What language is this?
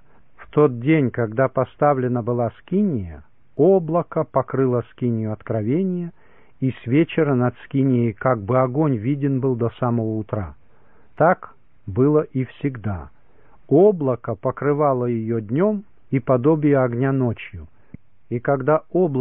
Russian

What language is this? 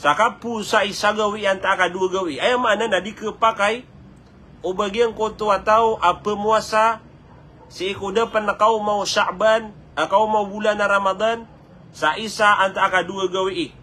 Maranao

